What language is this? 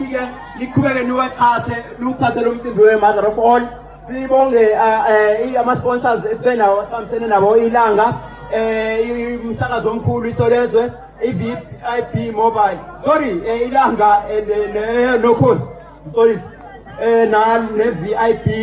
Zulu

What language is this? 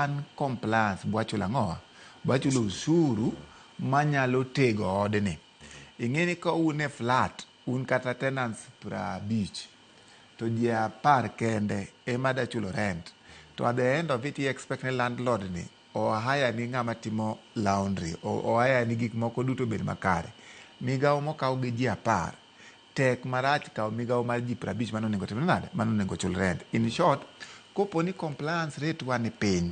Luo (Kenya and Tanzania)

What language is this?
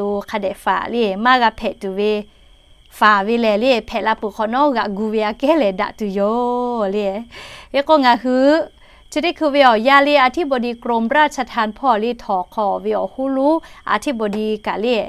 Lahu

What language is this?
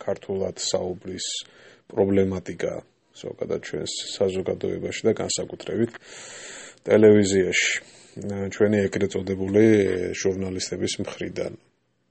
Georgian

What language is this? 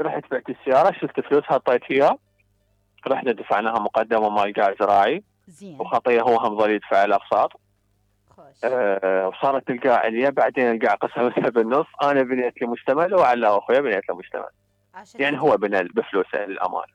Mesopotamian Arabic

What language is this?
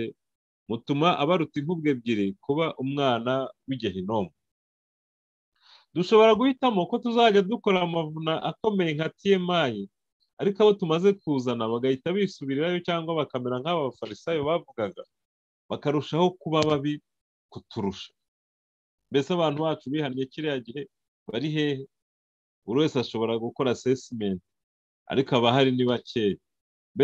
Kinyarwanda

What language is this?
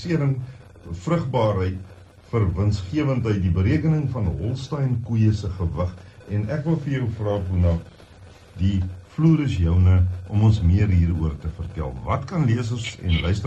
Afrikaans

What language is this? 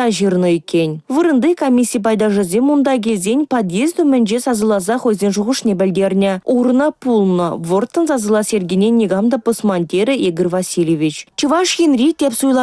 Chuvash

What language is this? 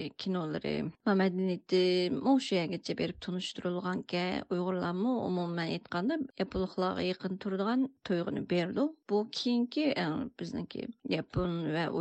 Uyghur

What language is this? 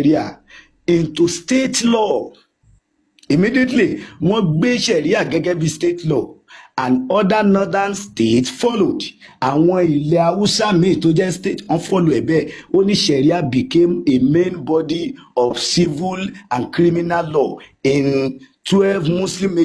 Yoruba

